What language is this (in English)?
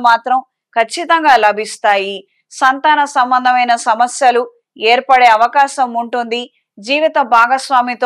Telugu